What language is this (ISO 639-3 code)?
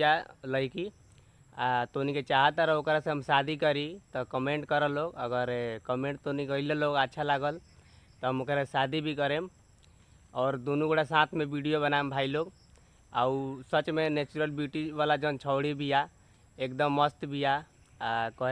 bho